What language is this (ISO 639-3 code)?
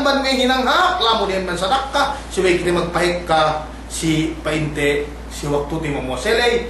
yka